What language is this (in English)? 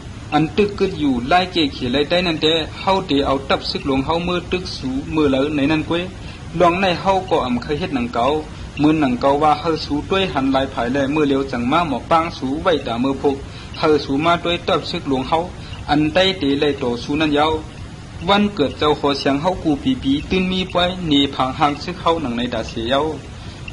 Shan